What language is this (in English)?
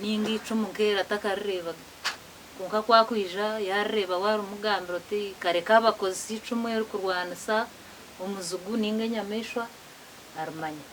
Nyankole